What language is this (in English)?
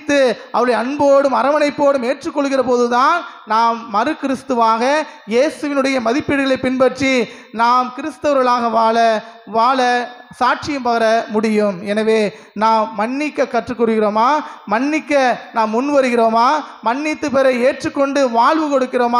Tamil